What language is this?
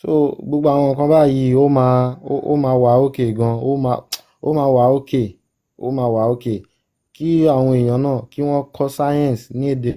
Yoruba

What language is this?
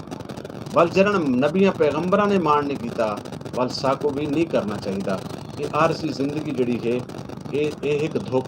Saraiki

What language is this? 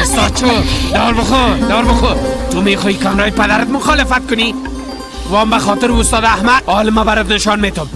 Persian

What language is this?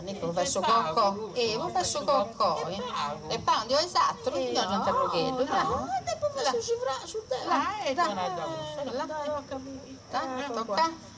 Sardinian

